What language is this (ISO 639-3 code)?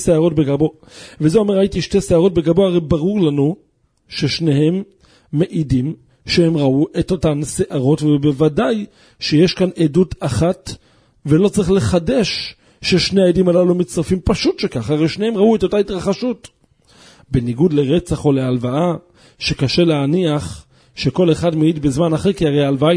heb